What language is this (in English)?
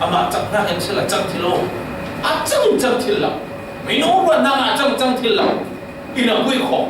Falam Chin